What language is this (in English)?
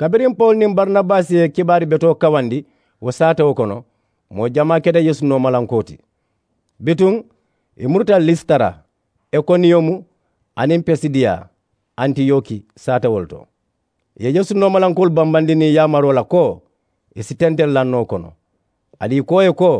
Mandingo